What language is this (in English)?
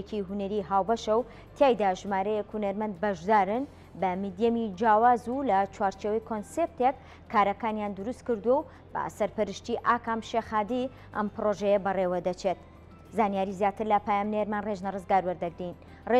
Central Kurdish